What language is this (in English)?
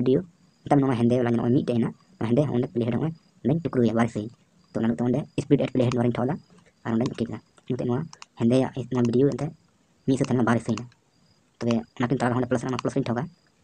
Santali